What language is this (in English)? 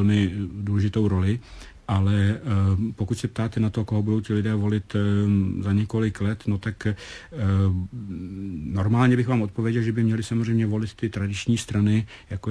Czech